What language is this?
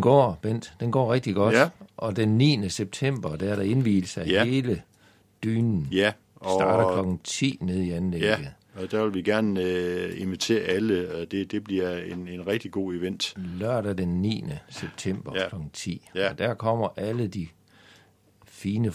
Danish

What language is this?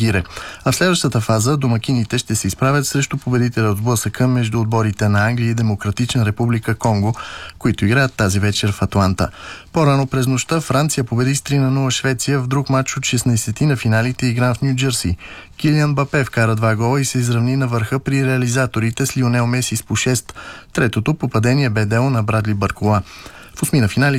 Bulgarian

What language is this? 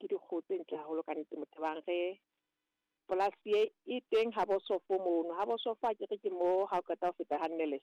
Southern Sotho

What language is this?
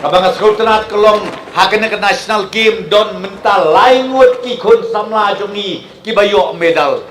Khasi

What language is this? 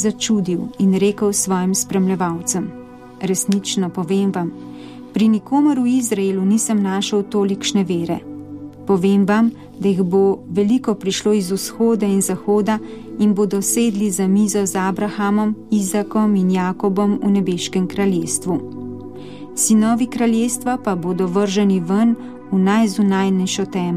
Slovenian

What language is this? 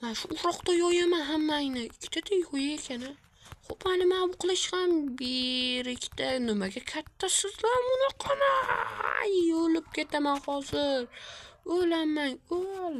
Uzbek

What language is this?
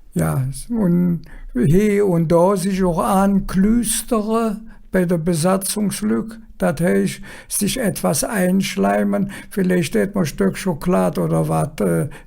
Colognian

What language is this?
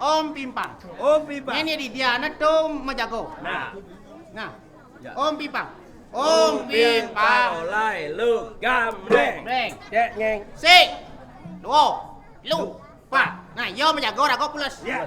Balinese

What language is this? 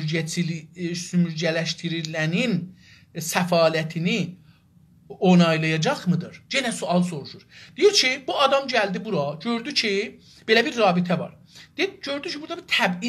South Azerbaijani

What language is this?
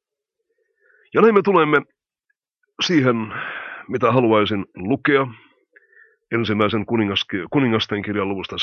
Finnish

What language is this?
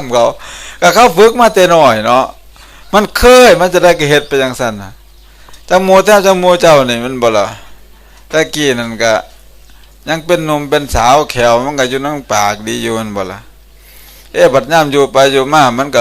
Northeastern Thai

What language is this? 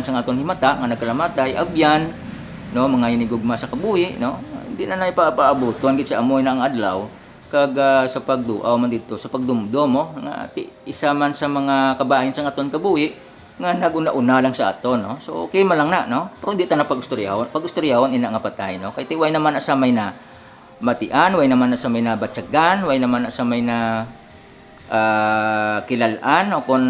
Hiligaynon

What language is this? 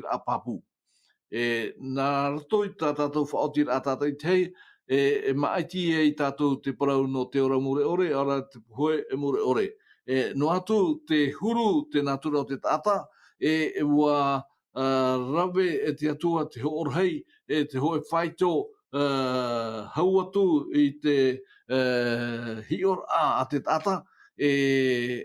Tahitian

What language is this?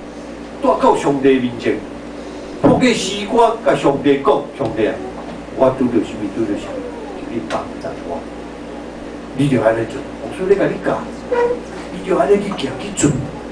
Min Nan Chinese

